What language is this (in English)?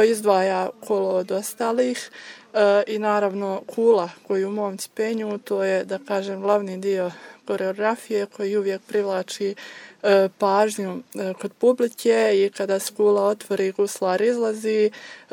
Croatian